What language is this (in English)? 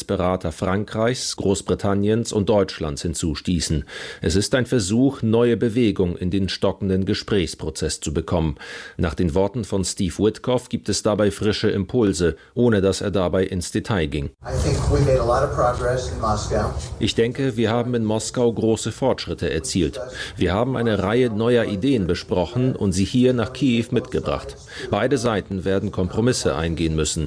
German